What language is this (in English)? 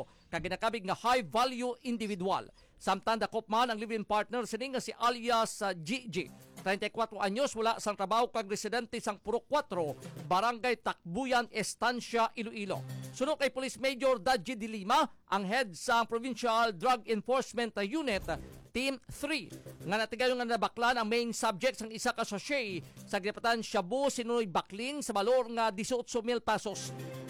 Hiligaynon